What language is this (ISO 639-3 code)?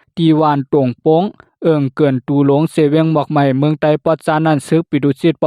shn